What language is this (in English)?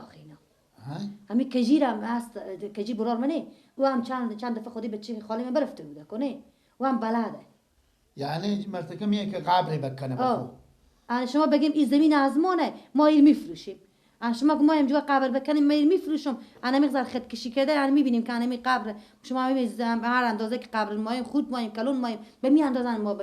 Persian